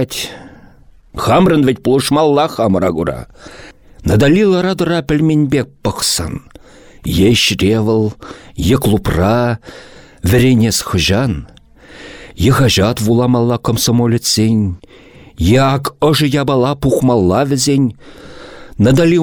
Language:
Chuvash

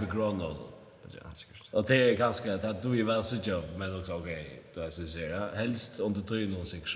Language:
Faroese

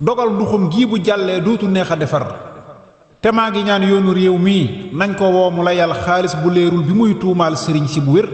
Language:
Wolof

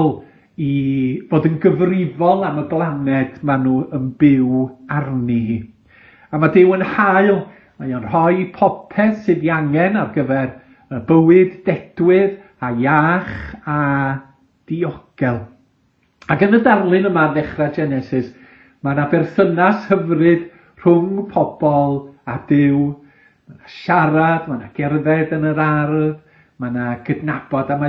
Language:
Welsh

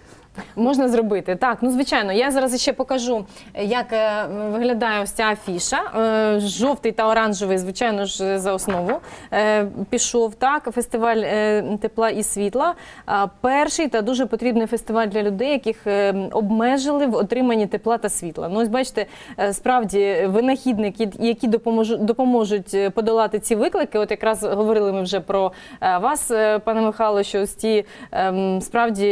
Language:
Ukrainian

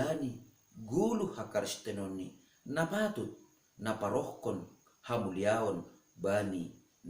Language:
Batak Simalungun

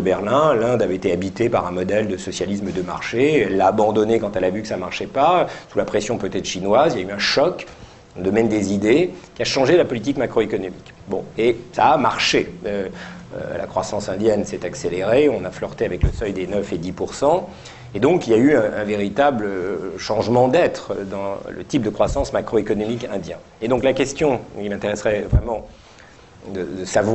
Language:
French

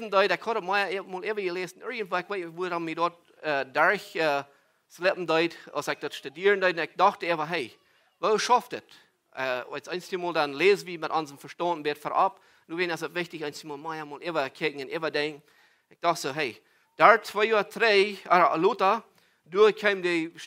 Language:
Plautdietsch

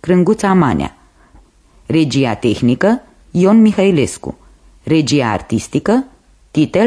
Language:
Romanian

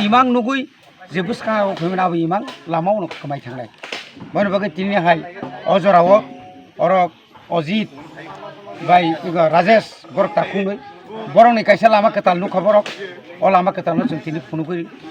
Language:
Kok Borok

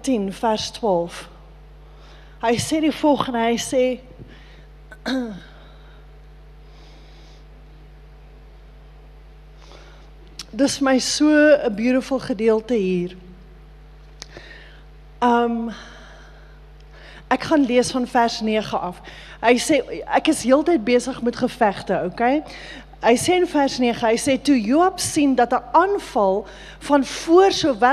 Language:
Afrikaans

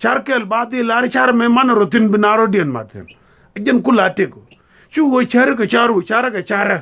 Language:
Nuer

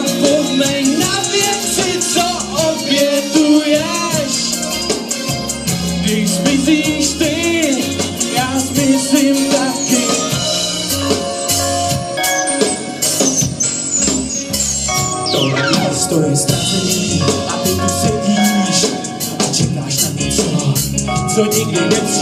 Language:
Czech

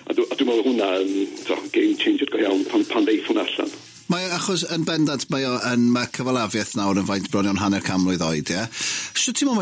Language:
Welsh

